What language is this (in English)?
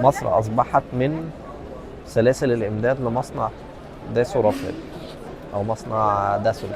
Egyptian Arabic